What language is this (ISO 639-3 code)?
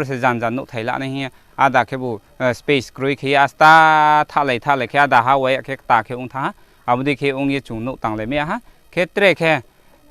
ria